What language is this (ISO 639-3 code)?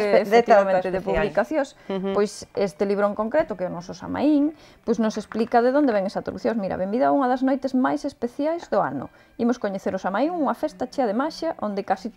glg